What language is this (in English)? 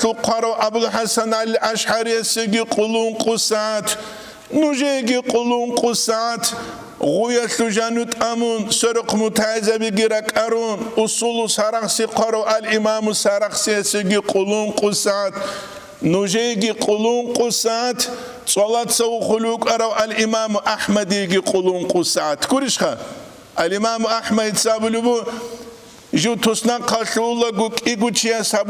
Avaric